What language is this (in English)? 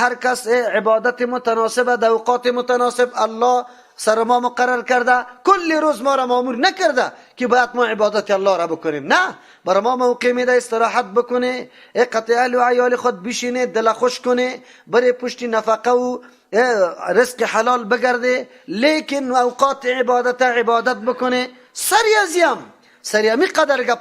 Persian